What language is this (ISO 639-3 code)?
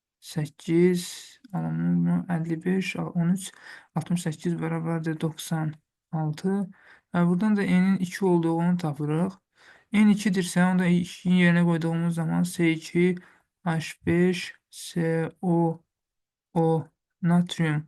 aze